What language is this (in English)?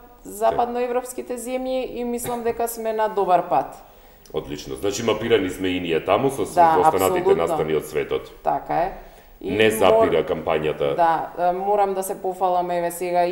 Macedonian